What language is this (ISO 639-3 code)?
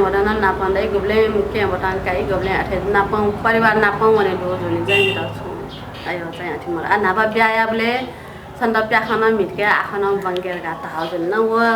new